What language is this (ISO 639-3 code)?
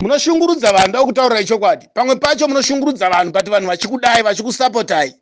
sna